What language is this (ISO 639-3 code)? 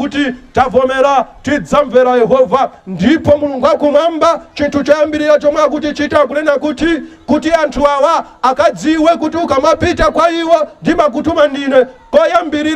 nya